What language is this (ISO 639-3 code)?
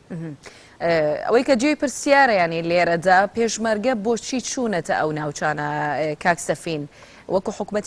ckb